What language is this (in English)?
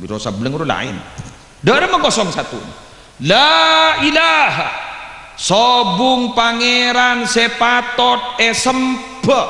Madurese